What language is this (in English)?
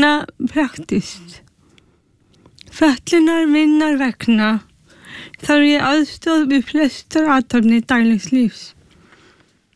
Icelandic